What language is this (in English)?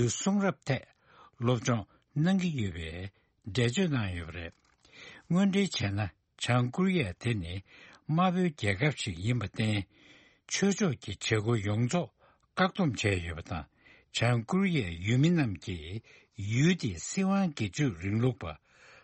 Tibetan